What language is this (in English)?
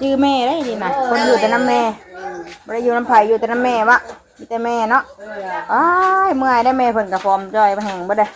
Northeastern Thai